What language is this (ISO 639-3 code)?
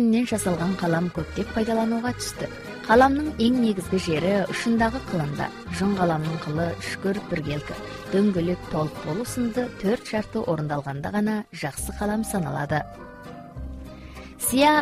kaz